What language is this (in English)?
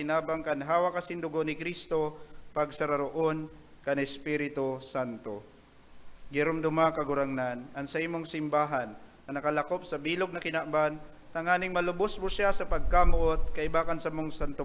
Bikol